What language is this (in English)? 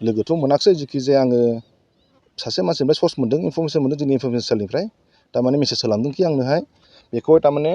Bodo